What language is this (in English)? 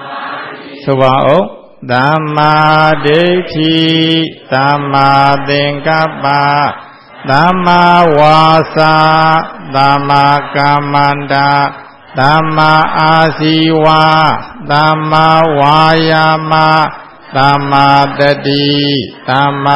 Burmese